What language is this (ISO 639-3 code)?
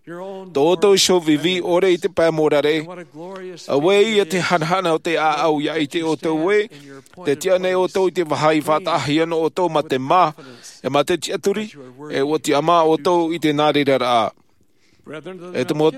tah